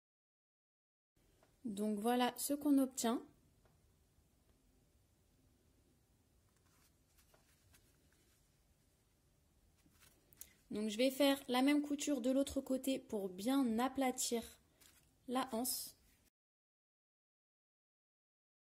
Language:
French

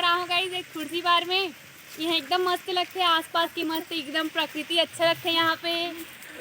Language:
Chhattisgarhi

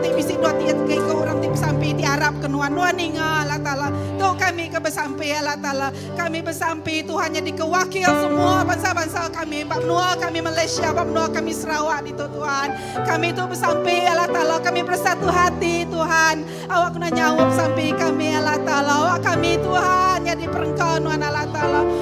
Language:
Iban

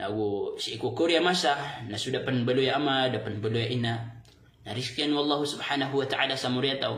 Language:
Maranao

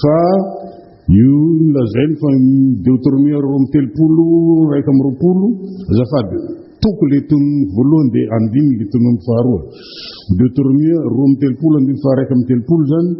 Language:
Malagasy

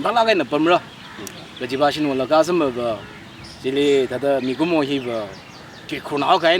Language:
Tangkhul Naga (India)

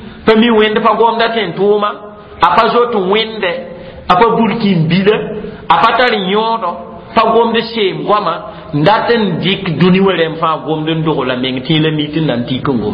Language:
Mossi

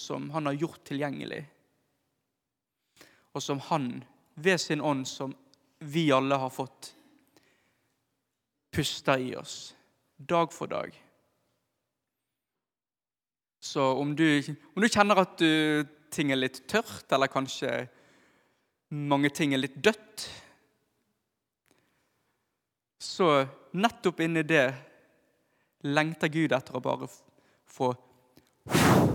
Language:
Norwegian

